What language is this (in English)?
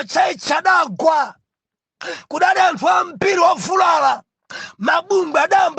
Nyanja